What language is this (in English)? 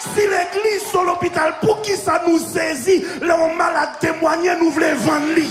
Haitian Creole